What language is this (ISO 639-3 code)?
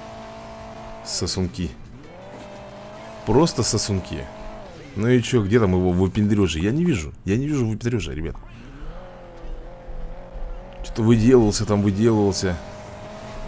rus